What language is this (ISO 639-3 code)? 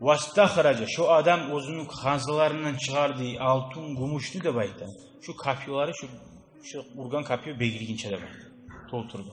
kum